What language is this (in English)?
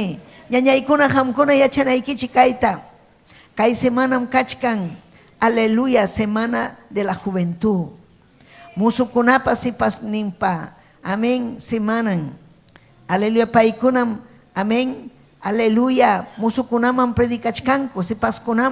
Ayacucho Quechua